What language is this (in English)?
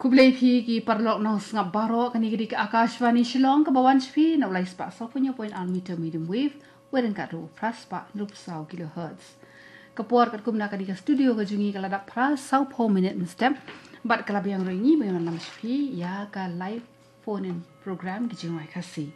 Khasi